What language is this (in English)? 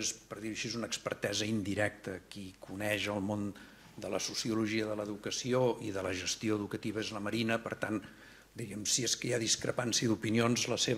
Catalan